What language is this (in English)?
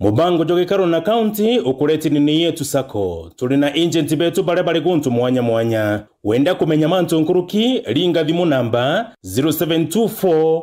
Meru